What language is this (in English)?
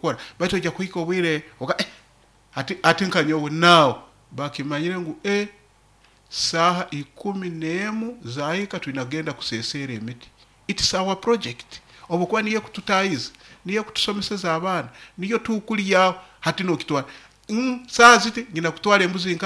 Nyoro